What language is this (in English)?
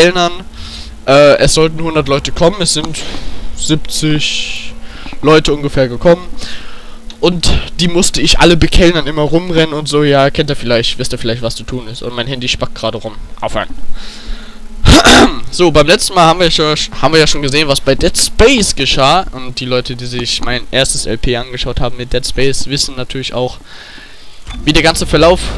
German